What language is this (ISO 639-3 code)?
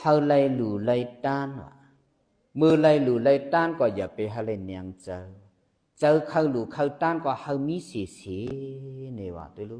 shn